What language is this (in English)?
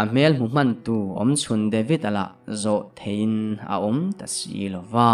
Mizo